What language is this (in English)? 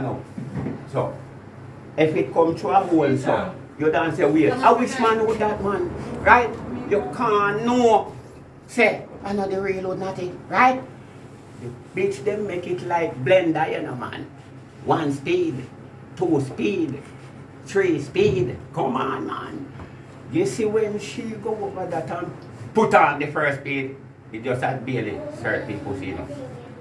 Jamaican Creole English